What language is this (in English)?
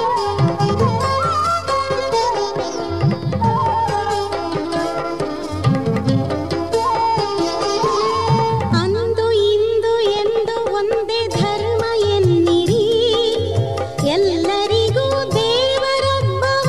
Kannada